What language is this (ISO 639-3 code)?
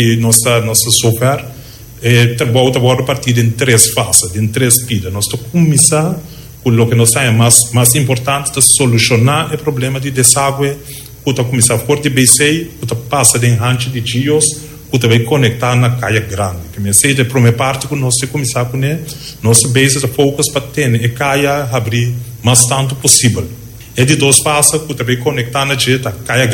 pap